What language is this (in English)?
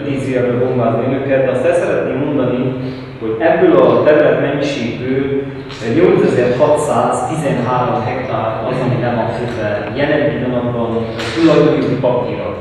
Hungarian